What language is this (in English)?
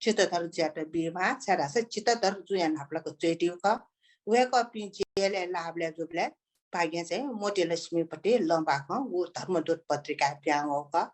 Newari